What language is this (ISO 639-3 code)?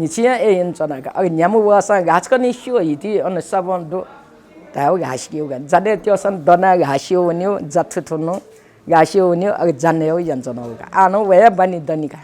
new